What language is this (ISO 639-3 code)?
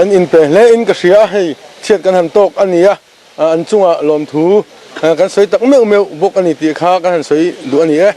lus